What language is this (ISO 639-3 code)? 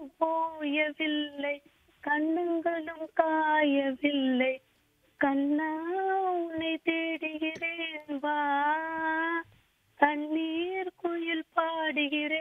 tam